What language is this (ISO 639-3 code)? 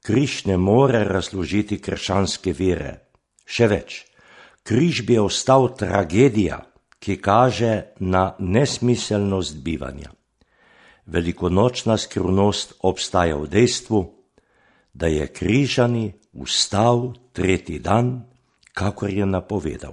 slv